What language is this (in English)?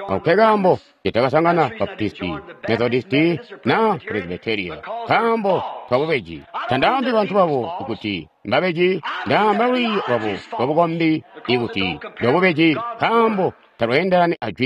Tonga (Zambia)